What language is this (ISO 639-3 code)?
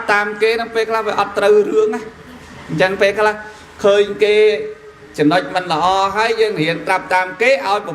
khm